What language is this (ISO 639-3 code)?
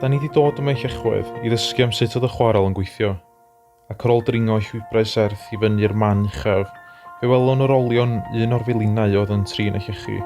cym